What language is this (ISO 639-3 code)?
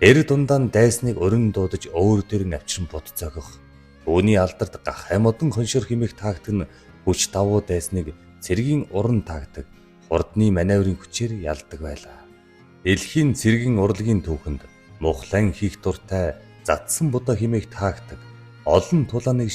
mon